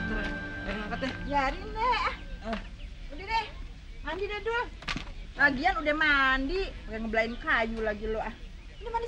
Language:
Betawi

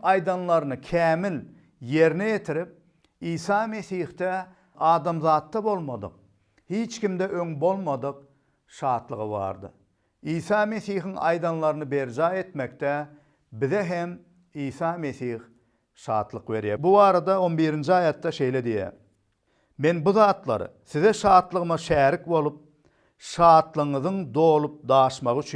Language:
Turkmen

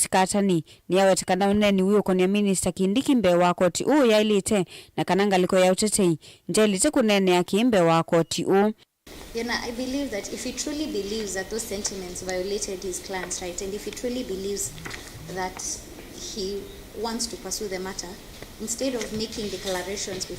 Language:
Kamba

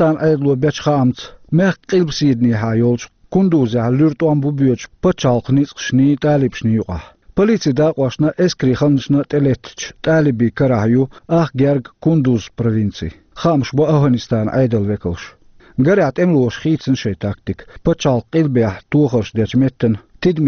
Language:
Chechen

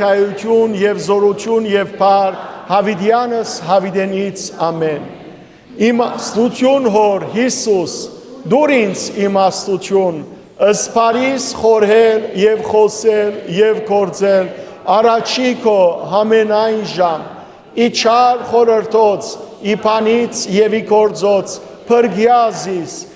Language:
Western Armenian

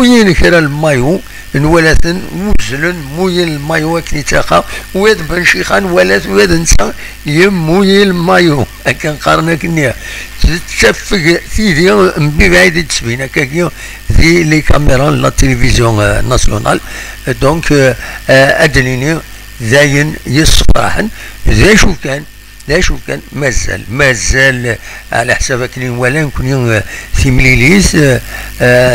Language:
Kabyle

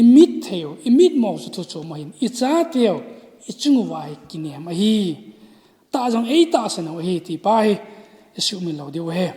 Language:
Thado Chin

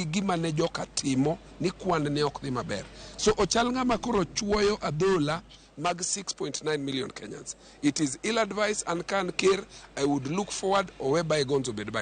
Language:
Luo (Kenya and Tanzania)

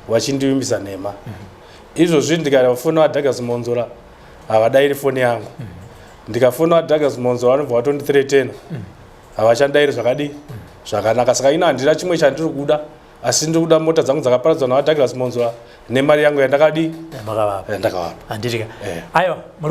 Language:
Shona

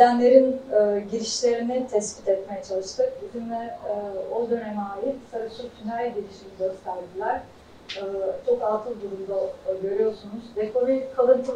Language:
Turkish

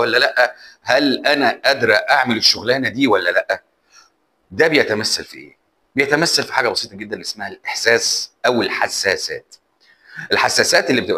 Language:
Egyptian Arabic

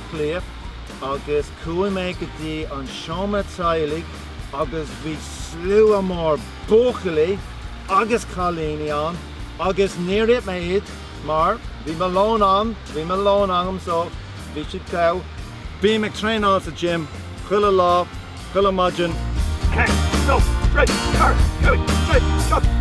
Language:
Irish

